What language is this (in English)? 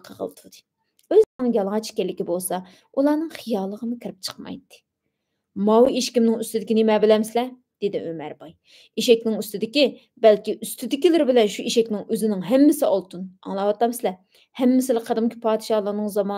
Uyghur